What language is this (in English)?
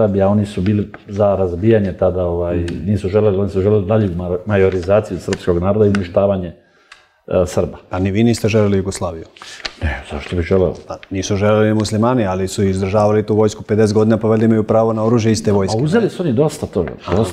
Serbian